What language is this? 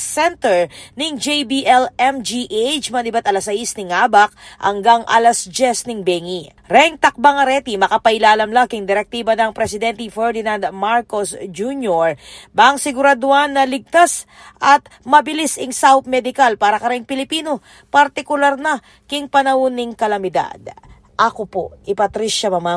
Pampanga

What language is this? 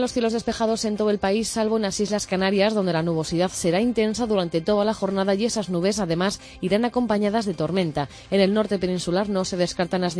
Spanish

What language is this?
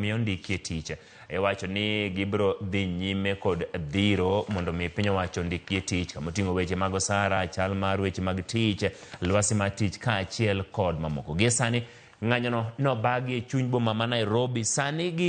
Luo (Kenya and Tanzania)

